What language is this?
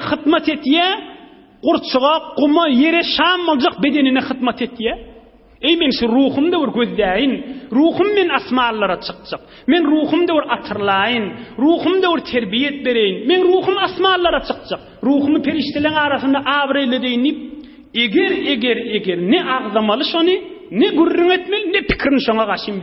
Turkmen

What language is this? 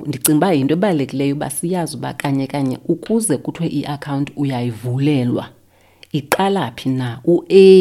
Xhosa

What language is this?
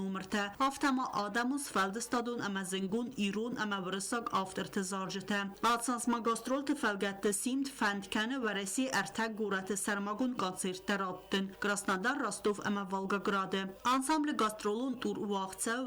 Ossetic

